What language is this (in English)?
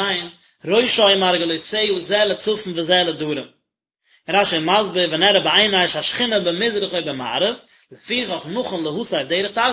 Yiddish